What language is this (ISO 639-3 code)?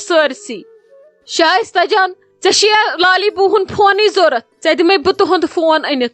kas